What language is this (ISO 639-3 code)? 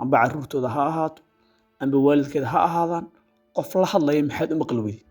som